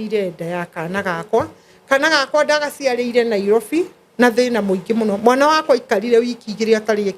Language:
Kikuyu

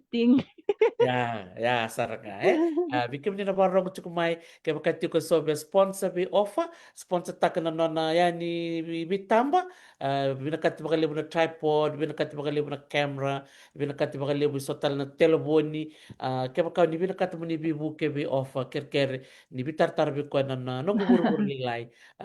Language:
Fijian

